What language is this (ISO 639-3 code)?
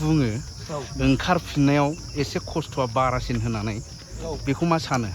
brx